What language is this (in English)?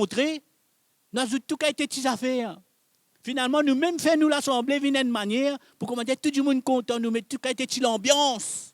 Morisyen